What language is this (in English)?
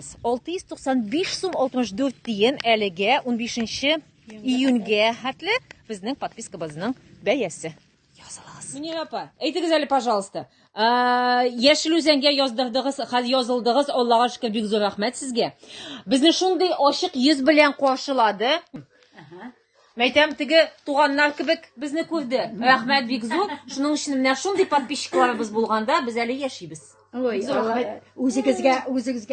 Tatar